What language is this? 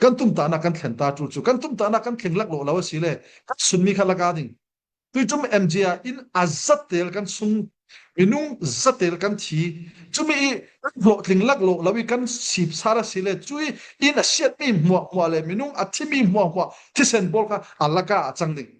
Falam Chin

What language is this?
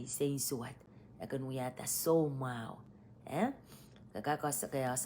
Pohnpeian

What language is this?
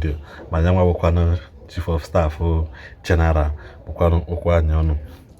Igbo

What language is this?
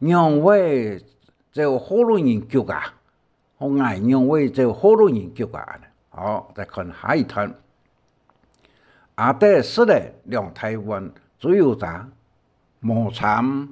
Hakka Chinese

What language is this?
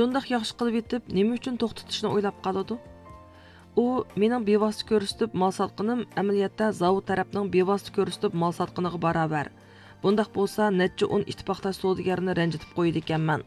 Uyghur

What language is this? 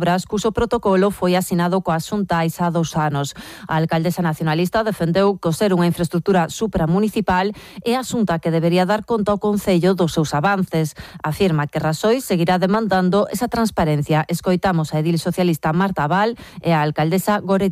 Galician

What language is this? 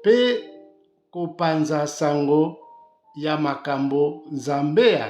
Lingala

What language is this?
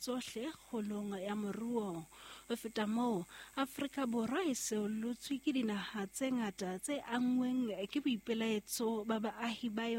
Southern Sotho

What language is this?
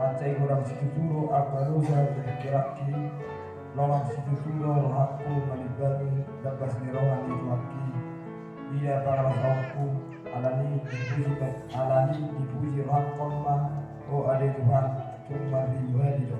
Batak Toba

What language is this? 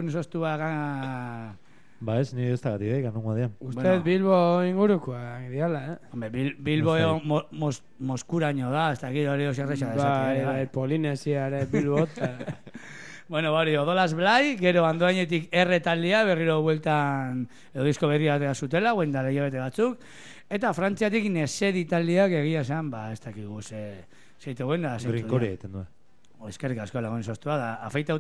Basque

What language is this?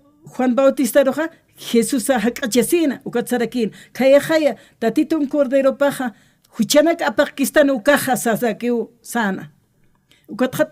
Aymara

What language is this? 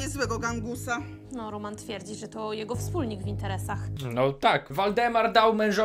Polish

